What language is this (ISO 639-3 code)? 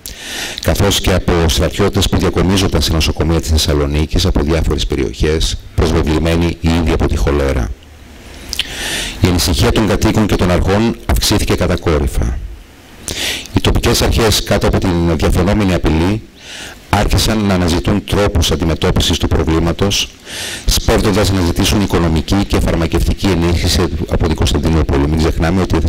ell